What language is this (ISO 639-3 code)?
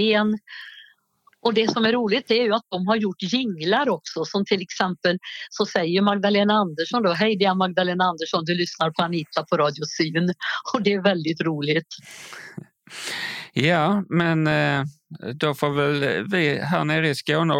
swe